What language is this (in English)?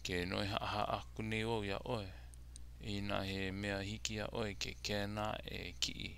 Hawaiian